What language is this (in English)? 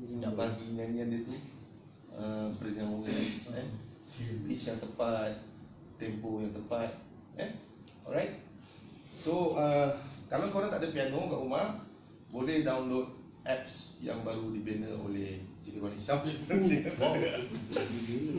Malay